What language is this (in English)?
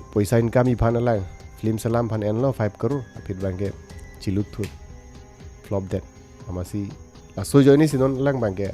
Karbi